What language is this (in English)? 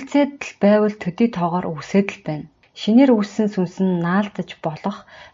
Mongolian